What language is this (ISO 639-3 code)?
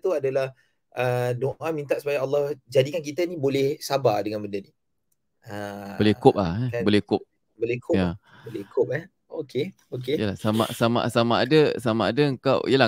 msa